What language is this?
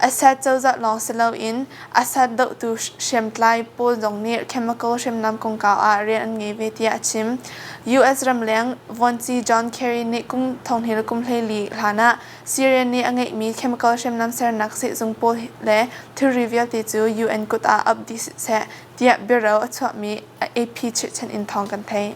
Hakha Chin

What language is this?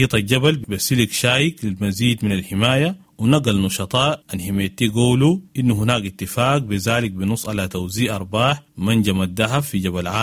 Sudanese Arabic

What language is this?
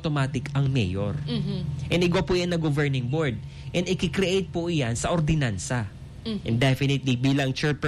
Bikol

